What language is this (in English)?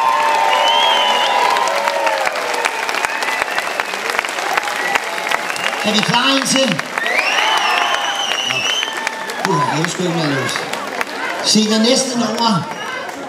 Danish